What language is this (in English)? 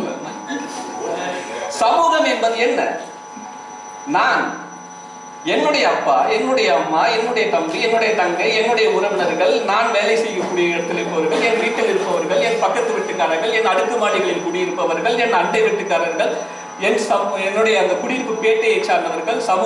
Tamil